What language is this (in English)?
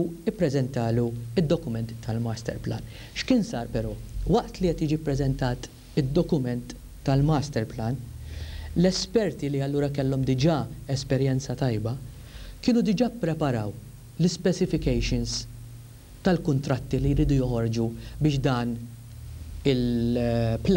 Maltese